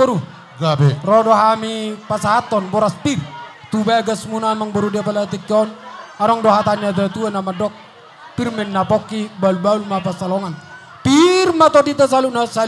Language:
Batak Toba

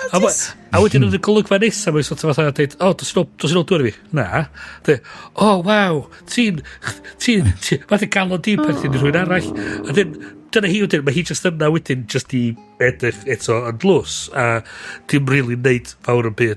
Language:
Welsh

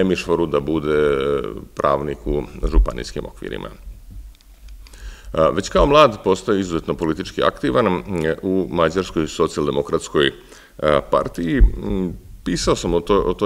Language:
Serbian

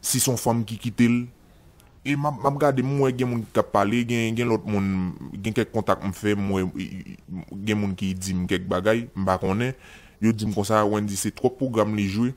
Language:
Haitian Creole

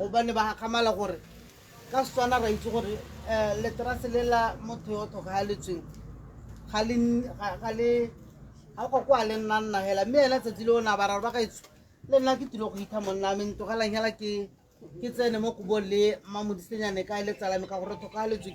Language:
Tswana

